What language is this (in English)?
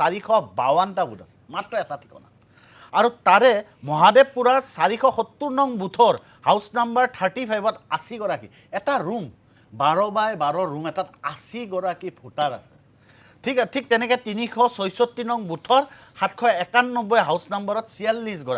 Assamese